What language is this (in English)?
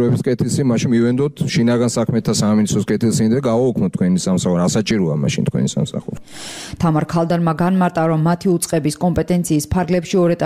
Georgian